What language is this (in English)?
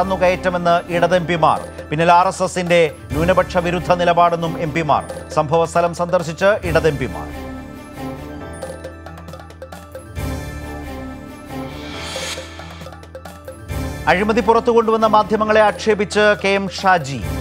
Malayalam